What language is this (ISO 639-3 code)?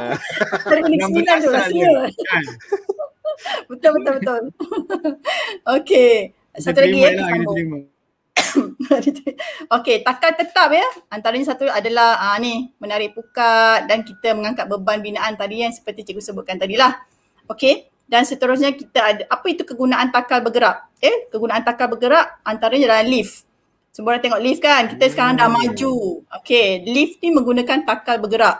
msa